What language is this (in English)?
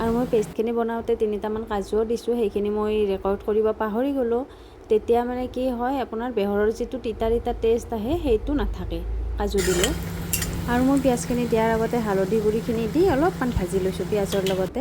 Assamese